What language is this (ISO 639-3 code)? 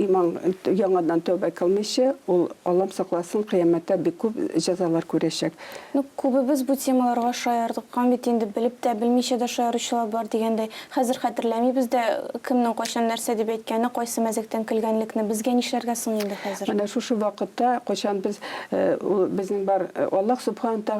tat